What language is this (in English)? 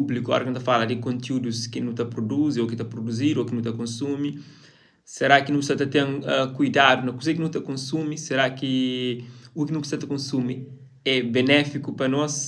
Kabuverdianu